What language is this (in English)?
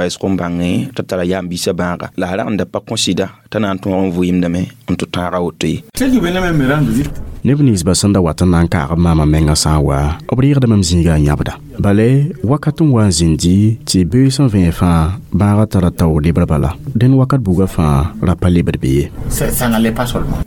Mossi